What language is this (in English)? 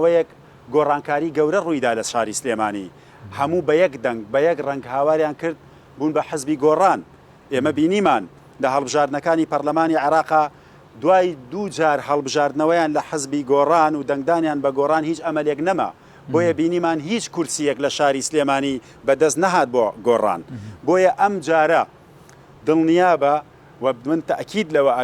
Central Kurdish